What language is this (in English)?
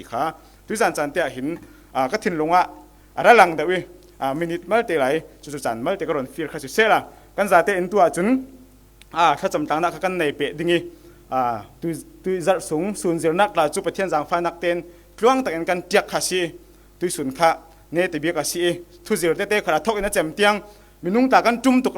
Falam Chin